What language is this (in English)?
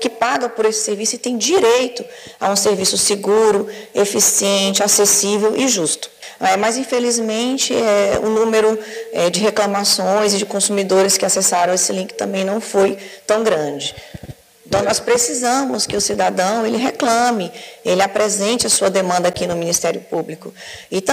Portuguese